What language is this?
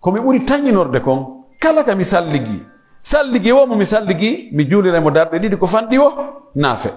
Pular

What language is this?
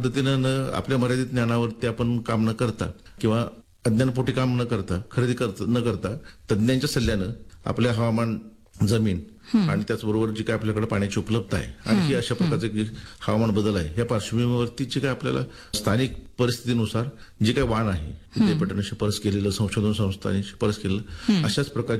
Marathi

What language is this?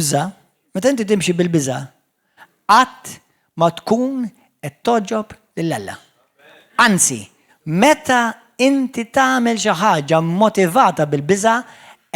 Maltese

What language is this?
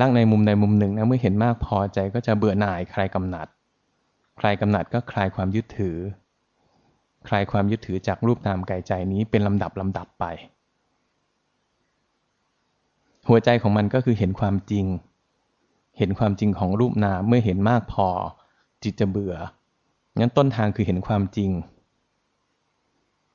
Thai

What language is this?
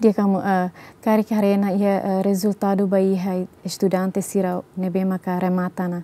Tetum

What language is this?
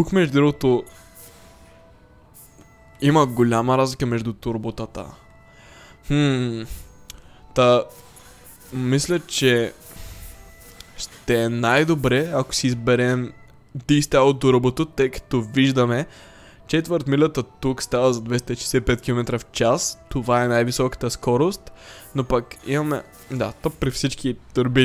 Bulgarian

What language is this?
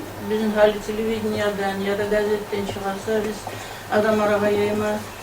Kumyk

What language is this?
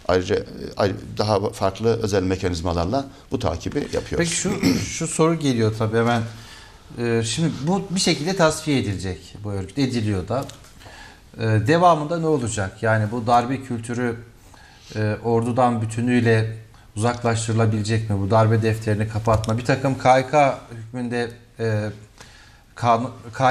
Turkish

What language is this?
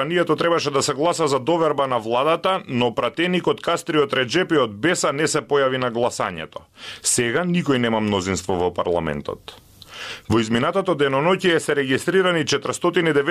Macedonian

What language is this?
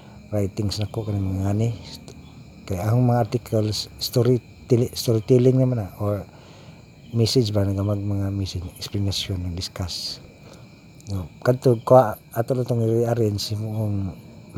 Cebuano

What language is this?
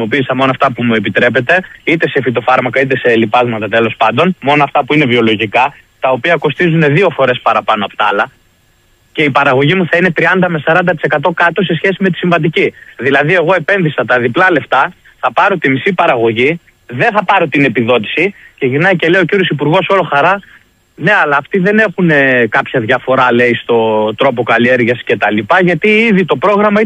Greek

